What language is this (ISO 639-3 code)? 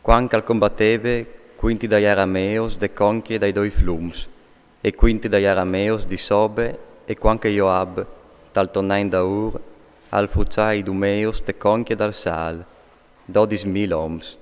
fur